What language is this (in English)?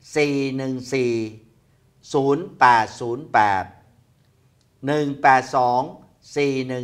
Thai